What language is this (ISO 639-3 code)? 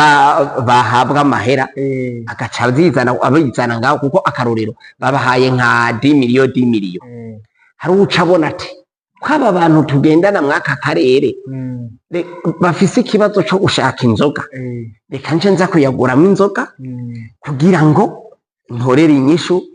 run